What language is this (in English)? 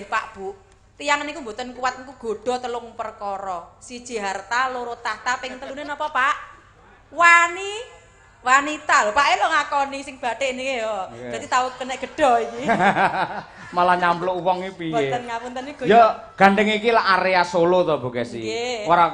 Javanese